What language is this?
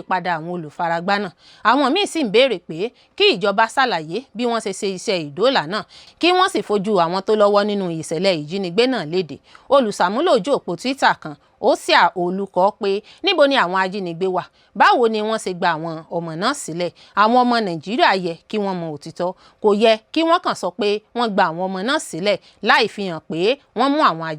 Yoruba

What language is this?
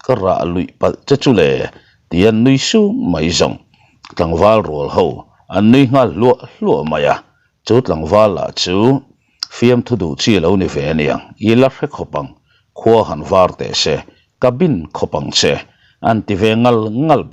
Mizo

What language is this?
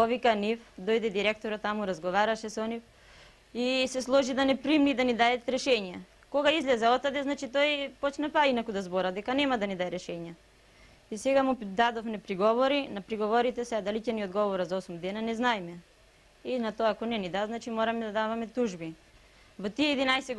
Macedonian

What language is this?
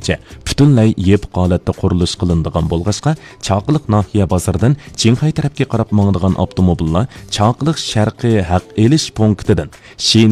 Uyghur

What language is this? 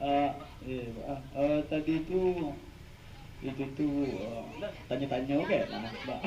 Minangkabau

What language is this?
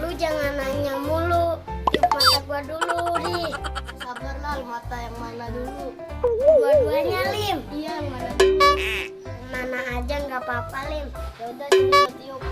Betawi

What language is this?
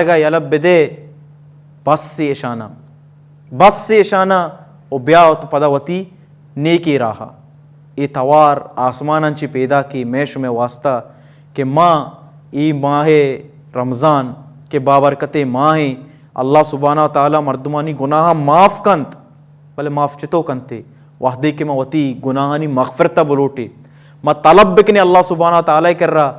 Baluchi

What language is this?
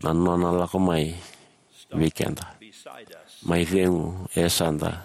Fijian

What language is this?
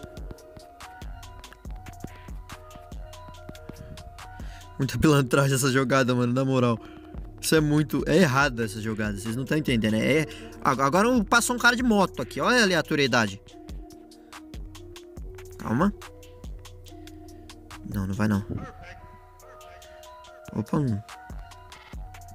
Portuguese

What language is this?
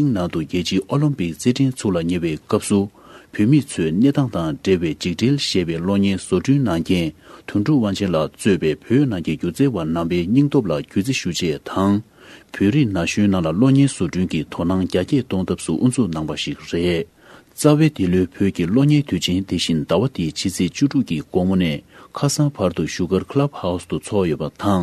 Tibetan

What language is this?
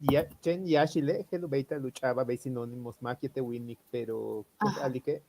Yucateco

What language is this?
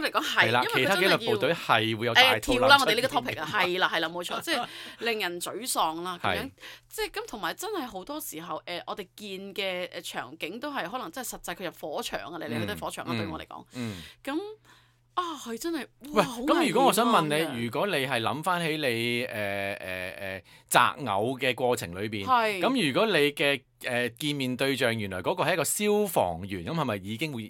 Cantonese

